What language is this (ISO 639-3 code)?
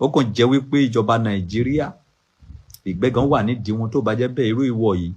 yor